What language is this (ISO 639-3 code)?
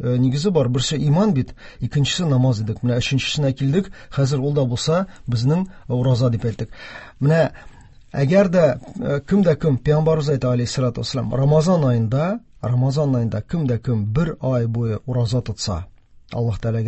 tat